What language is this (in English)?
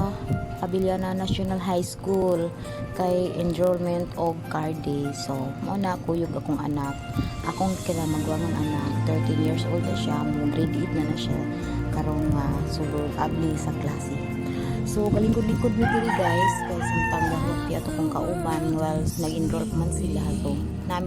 Cebuano